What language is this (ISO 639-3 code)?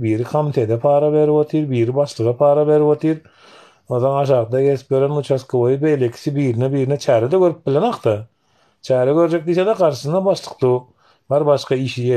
tuk